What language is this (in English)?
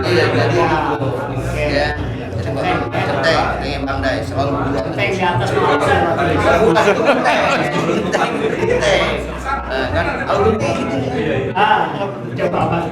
Betawi